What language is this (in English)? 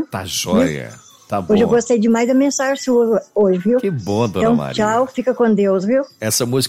Portuguese